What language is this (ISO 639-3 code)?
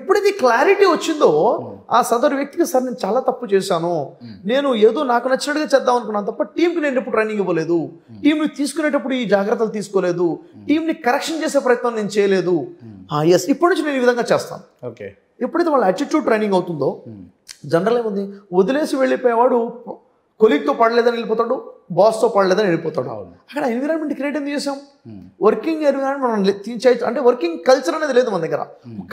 tel